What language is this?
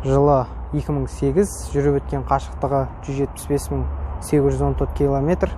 Kazakh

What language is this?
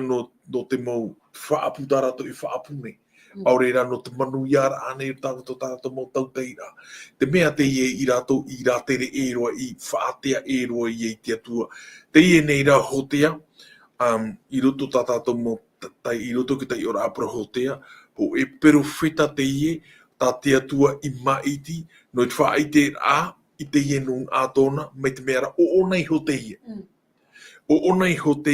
Tahitian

